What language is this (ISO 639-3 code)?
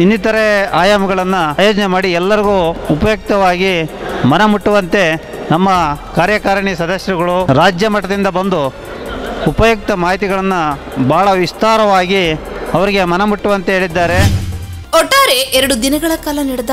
kan